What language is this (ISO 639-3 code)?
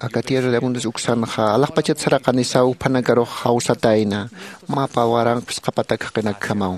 aym